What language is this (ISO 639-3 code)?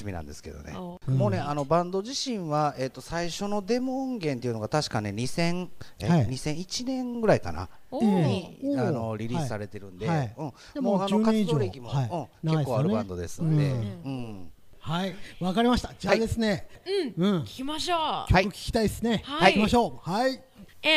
jpn